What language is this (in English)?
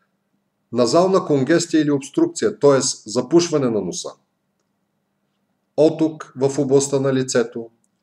Bulgarian